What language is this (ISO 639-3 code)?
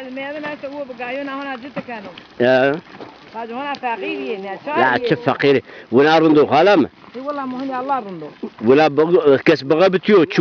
zza